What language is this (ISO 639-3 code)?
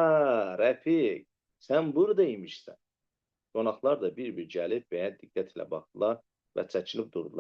aze